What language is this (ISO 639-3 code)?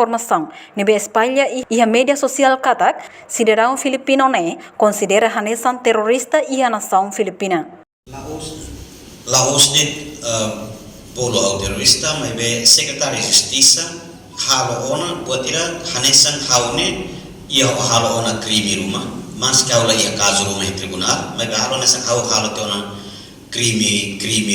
tet